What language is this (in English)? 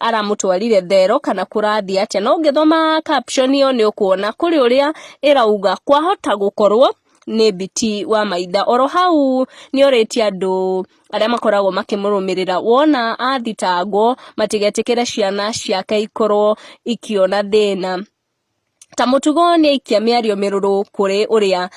Kikuyu